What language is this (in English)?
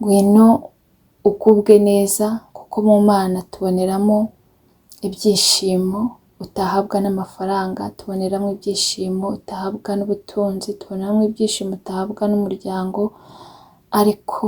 Kinyarwanda